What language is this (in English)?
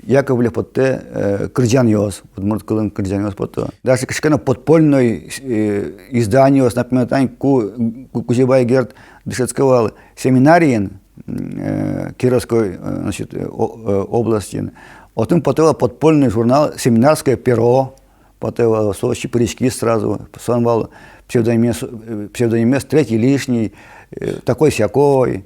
Udmurt